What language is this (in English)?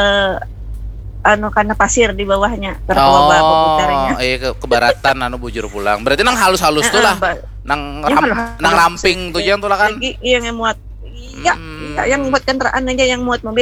Banjar